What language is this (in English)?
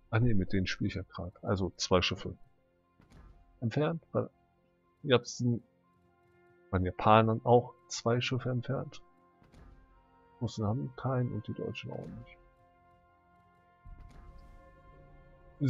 German